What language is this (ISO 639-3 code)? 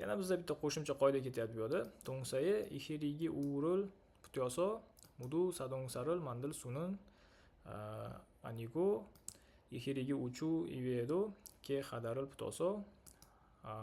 uzb